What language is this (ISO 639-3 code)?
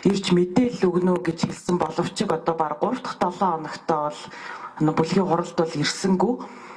mon